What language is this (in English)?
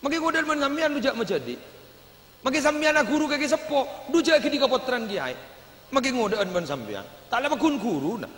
Madurese